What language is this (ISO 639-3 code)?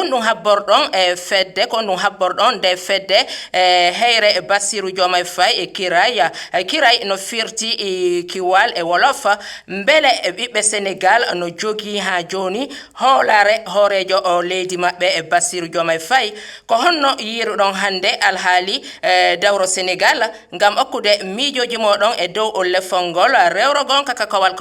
ful